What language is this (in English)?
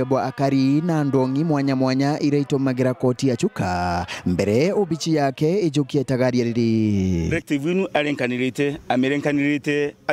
Meru